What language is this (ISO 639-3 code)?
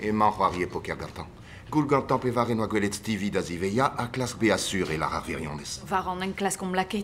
bre